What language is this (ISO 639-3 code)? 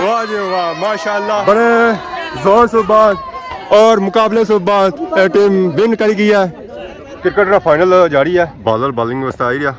phr